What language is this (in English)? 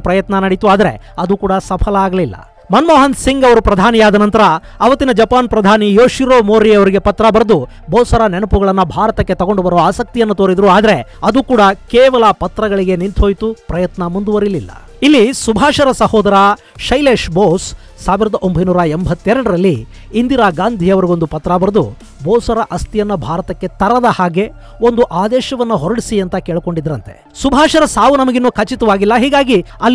Kannada